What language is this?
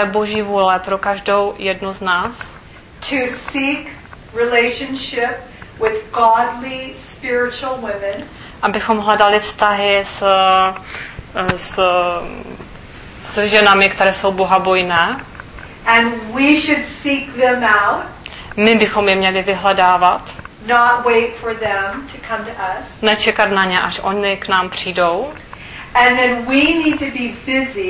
Czech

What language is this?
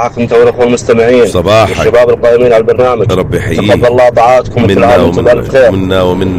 North Levantine Arabic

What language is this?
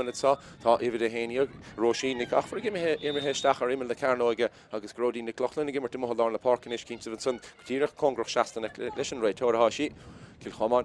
Irish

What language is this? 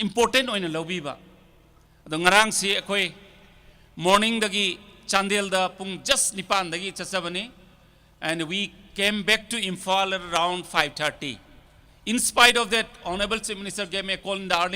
Tangkhul Naga (India)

